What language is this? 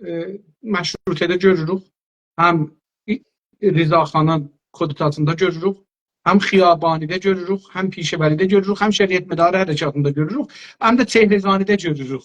South Azerbaijani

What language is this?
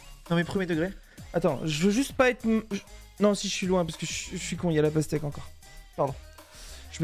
French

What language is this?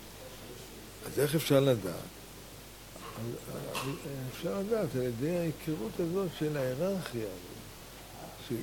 Hebrew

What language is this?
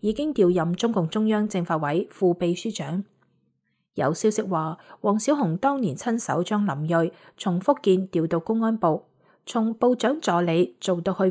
Cantonese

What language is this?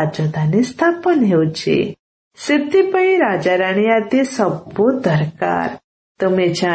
Odia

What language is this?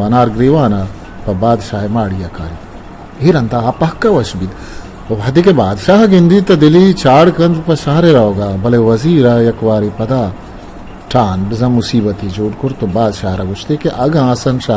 Eastern Balochi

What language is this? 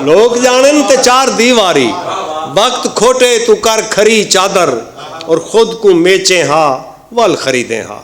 Saraiki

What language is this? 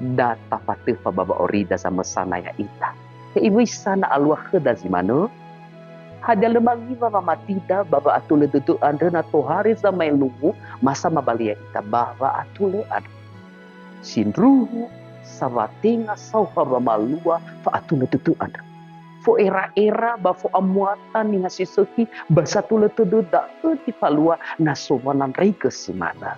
Nias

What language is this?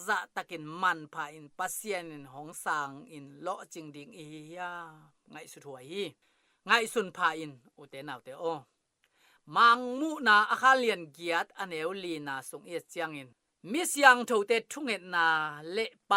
Tedim Chin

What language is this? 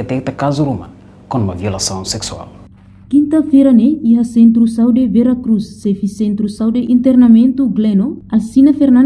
Tetum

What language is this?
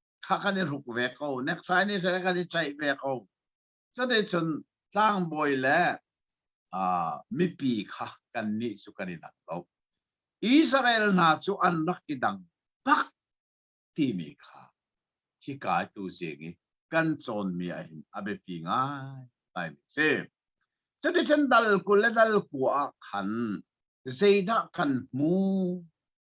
Hakha Chin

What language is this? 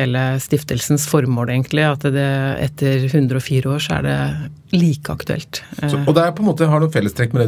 Norwegian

